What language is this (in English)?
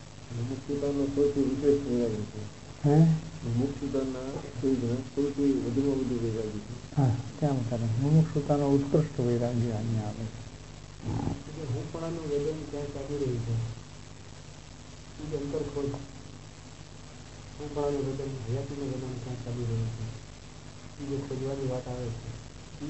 Gujarati